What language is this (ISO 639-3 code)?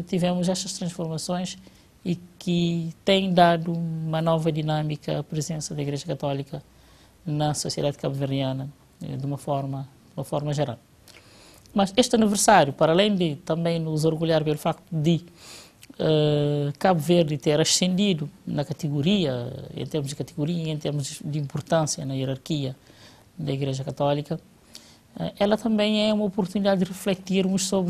por